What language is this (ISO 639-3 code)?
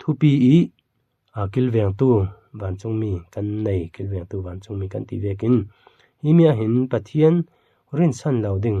cfm